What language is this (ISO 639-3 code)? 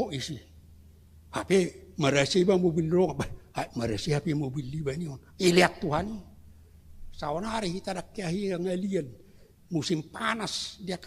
bbc